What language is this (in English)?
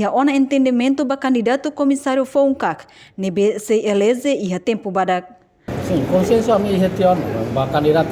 Tetum